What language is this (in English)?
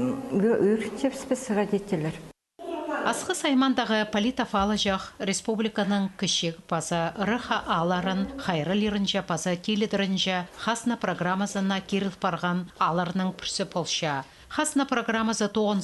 Khakas